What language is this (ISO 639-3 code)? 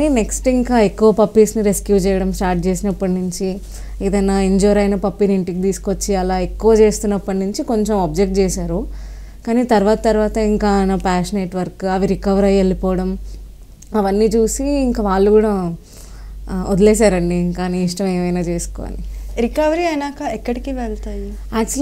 tel